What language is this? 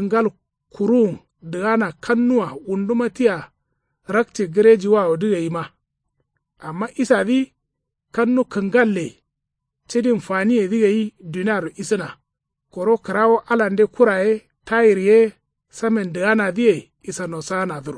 Kanuri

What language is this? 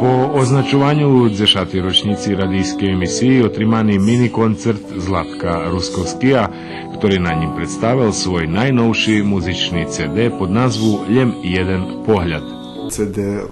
Rusyn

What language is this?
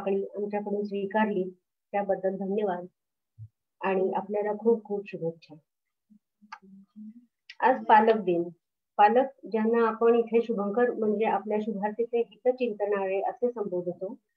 Marathi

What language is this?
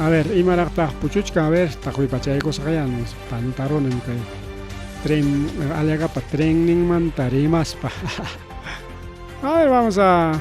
Ayacucho Quechua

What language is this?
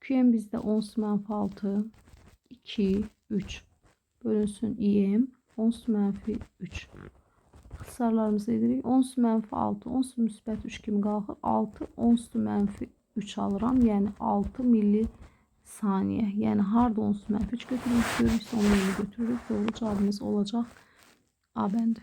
Azerbaijani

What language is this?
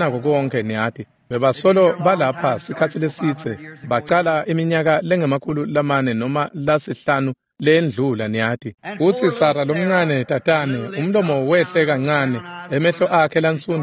Swati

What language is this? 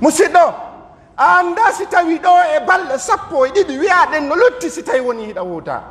Pular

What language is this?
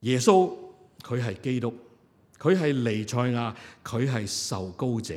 Cantonese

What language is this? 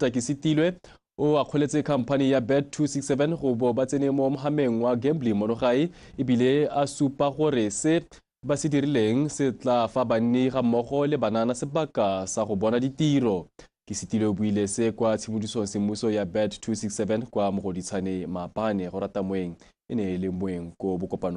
Tswana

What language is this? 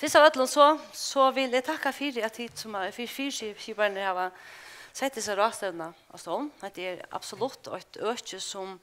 Faroese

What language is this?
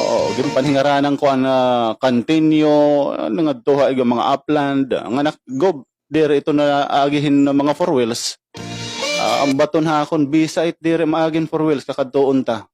Waray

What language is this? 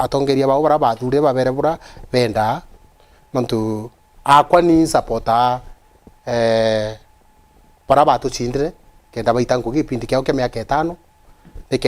Meru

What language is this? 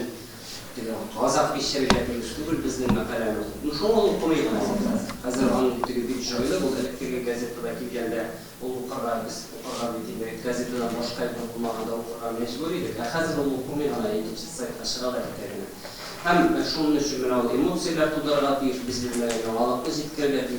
Tatar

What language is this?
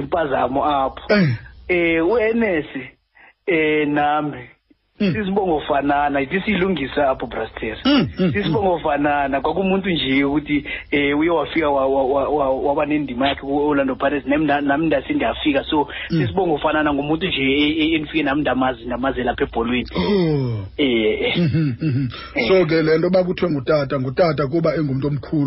Xhosa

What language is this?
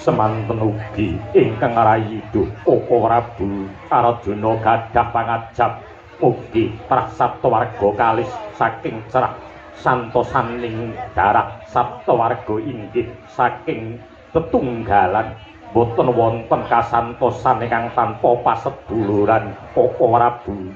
Javanese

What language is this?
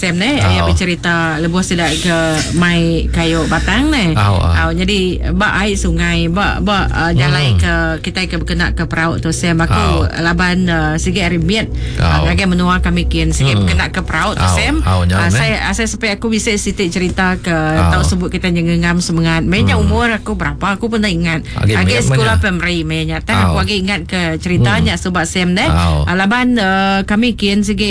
Iban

